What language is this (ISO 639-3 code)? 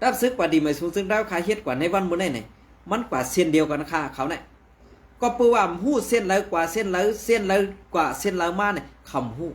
shn